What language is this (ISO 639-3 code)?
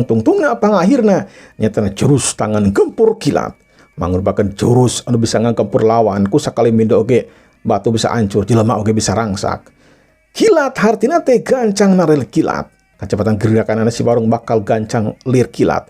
sun